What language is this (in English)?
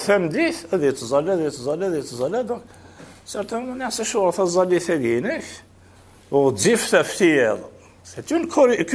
Kabyle